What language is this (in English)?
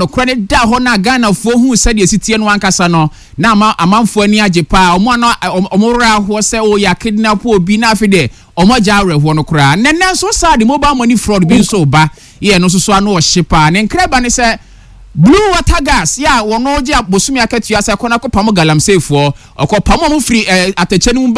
Akan